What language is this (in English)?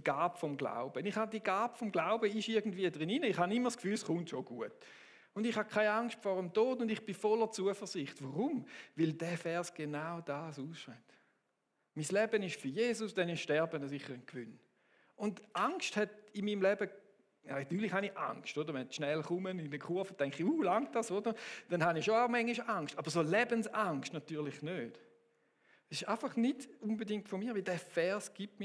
Swiss German